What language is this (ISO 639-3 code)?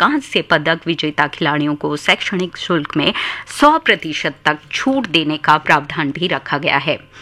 hin